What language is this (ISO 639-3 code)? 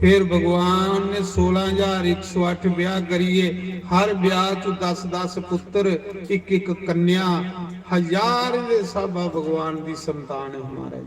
doi